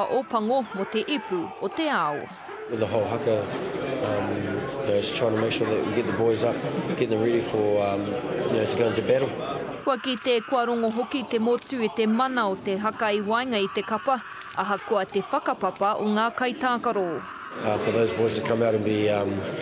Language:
Māori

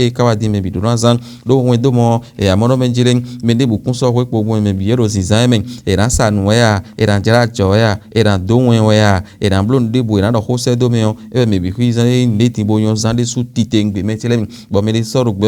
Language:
Fon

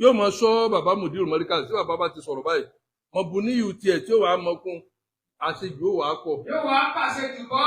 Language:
Yoruba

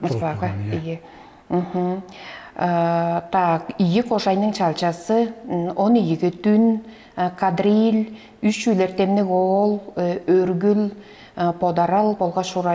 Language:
Tuvinian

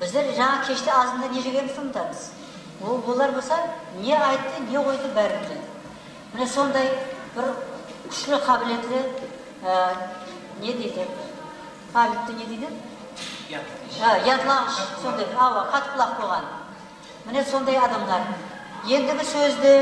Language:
Kara-Kalpak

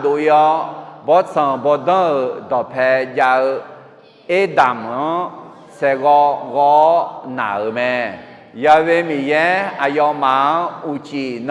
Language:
Akha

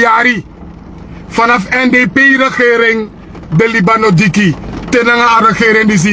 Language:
Sranan Tongo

